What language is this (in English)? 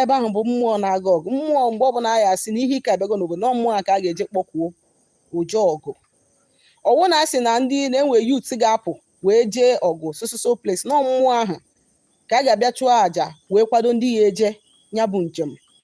Igbo